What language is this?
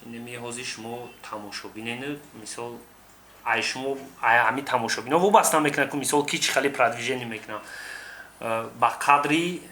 Tajik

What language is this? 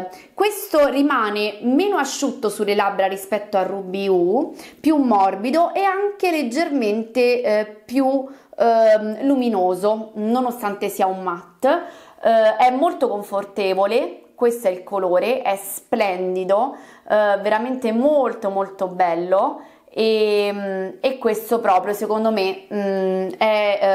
Italian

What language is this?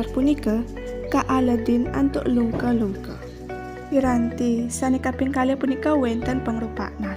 Balinese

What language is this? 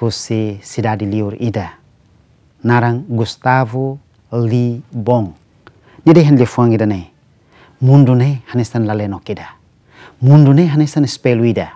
Tetum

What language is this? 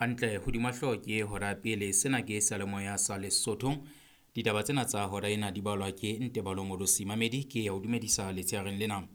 Southern Sotho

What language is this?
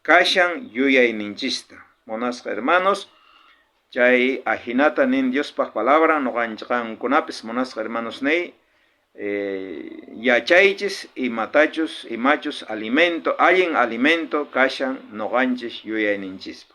South Bolivian Quechua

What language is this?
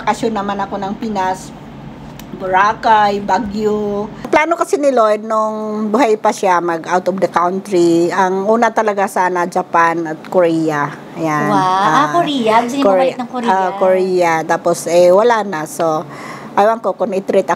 Filipino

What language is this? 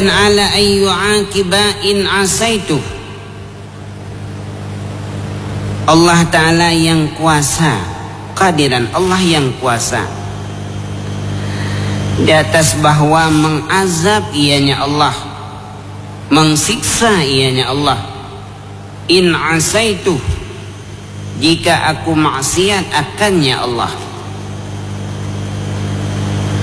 Malay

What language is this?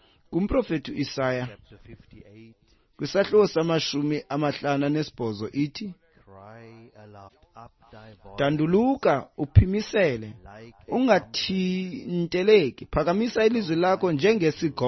Xhosa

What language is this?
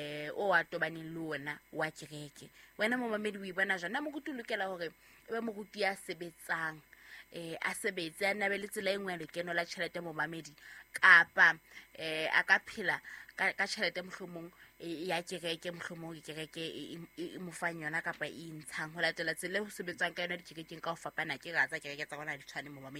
Southern Sotho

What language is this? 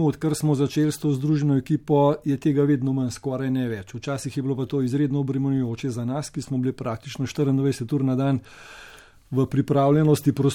Slovenian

